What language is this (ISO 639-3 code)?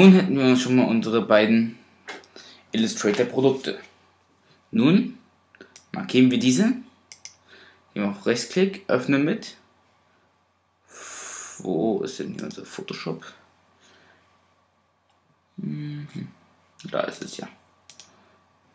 deu